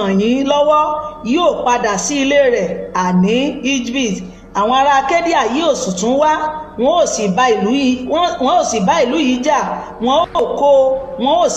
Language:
Yoruba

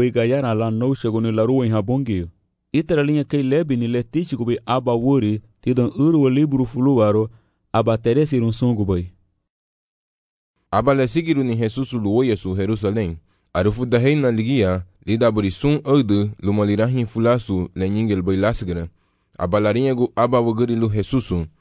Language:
Garifuna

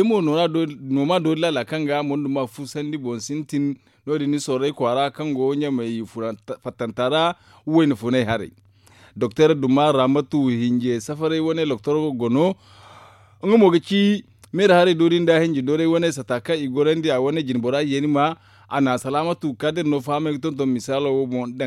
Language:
Zarma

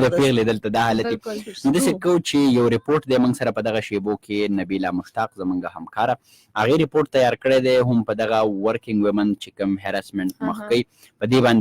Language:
Pashto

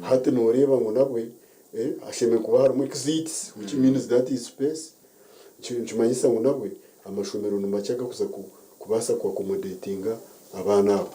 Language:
Nyankole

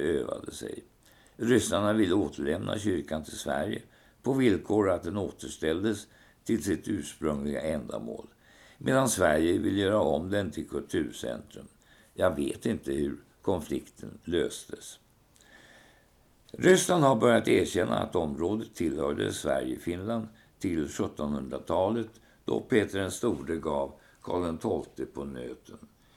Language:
Swedish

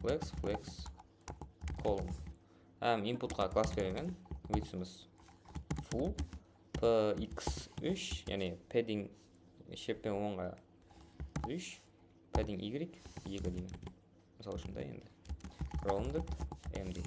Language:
Kara-Kalpak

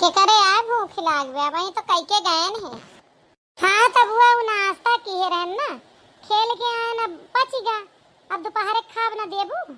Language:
Awadhi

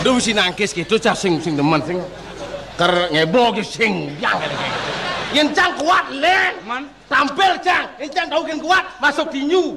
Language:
Balinese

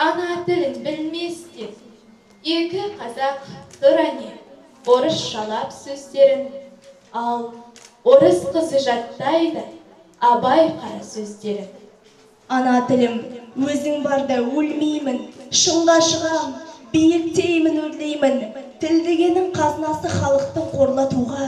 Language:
Kazakh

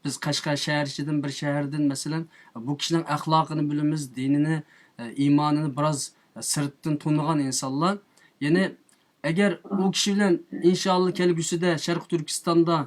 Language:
Uyghur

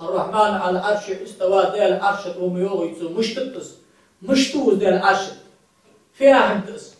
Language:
Ingush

